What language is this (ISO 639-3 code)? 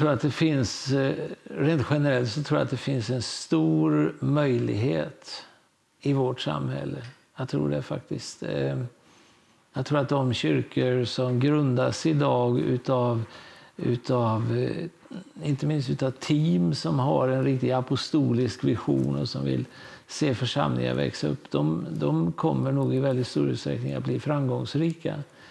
swe